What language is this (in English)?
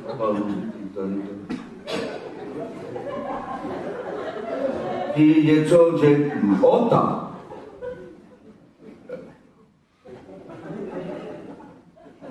Czech